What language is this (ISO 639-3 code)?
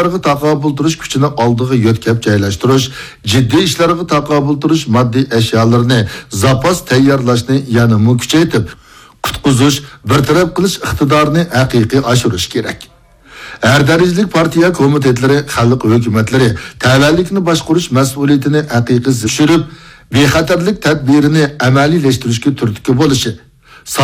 uig